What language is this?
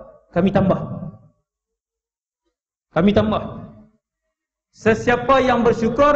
Malay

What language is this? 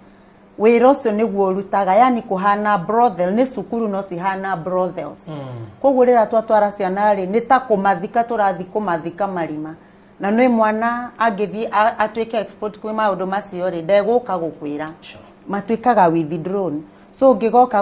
Kikuyu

